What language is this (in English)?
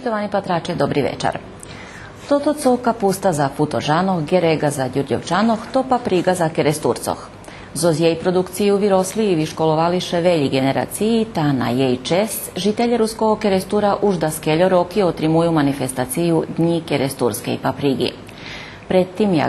Rusyn